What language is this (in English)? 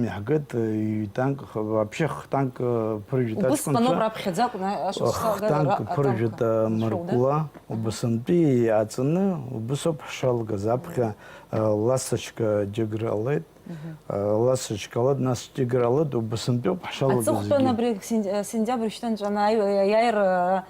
Abkhazian